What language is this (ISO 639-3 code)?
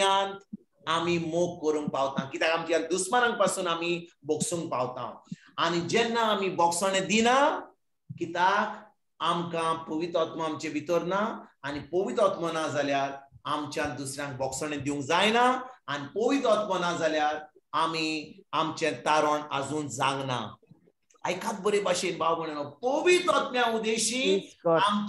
kok